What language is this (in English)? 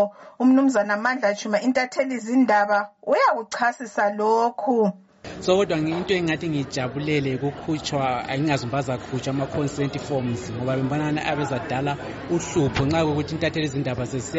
North Ndebele